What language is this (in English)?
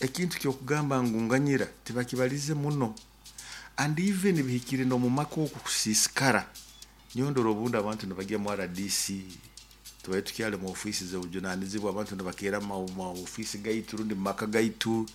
Nyoro